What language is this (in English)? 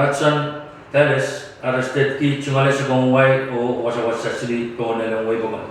Pohnpeian